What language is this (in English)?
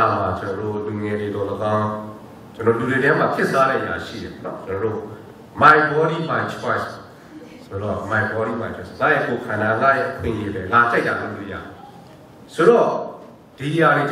Burmese